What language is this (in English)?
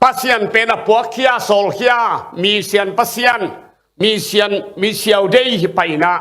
Tedim Chin